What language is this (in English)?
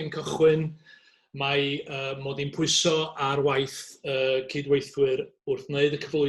Welsh